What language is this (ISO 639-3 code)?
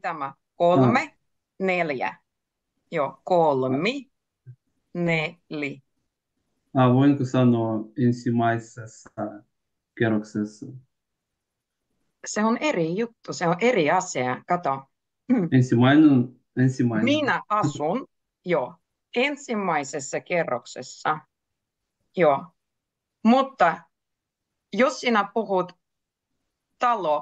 fin